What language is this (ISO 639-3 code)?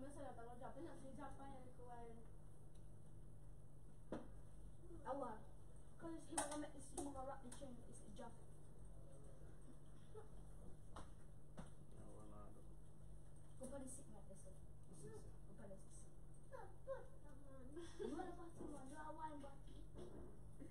eng